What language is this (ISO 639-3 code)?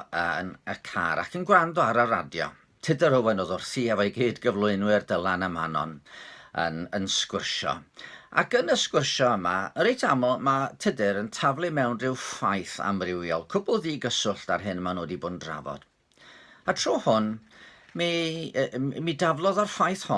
cym